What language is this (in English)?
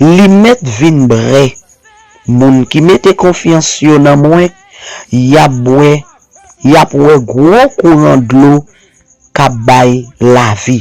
Haitian Creole